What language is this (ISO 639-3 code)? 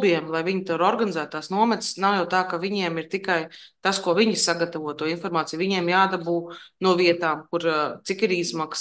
lav